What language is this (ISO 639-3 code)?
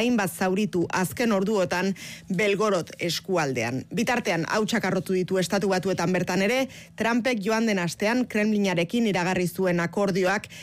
eus